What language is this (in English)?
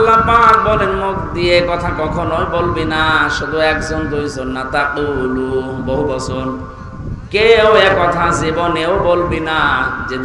Bangla